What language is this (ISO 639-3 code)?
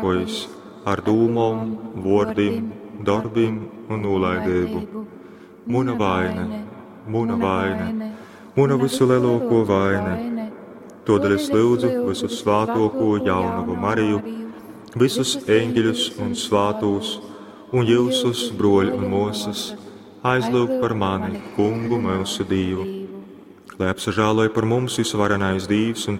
ltg